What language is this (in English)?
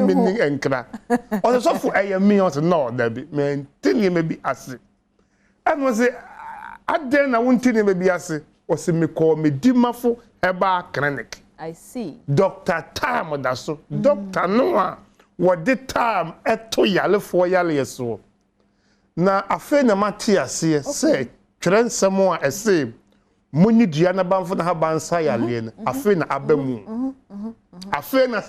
Akan